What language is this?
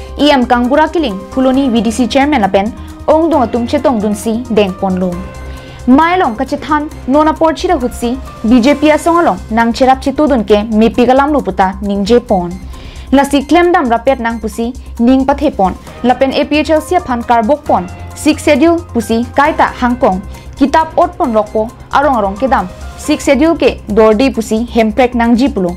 Karbi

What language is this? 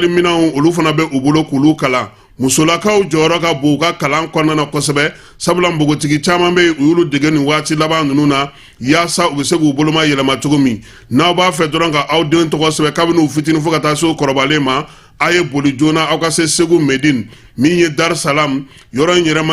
Bambara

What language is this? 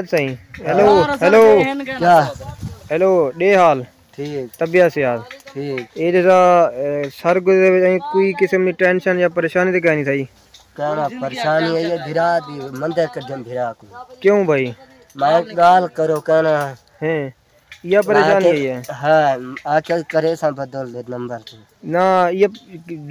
Saraiki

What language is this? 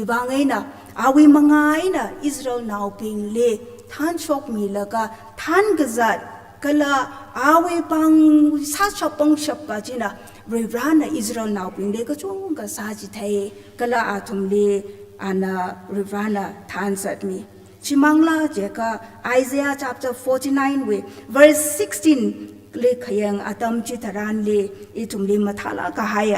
Tangkhul Naga (India)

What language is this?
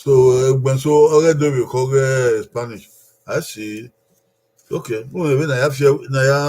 Bini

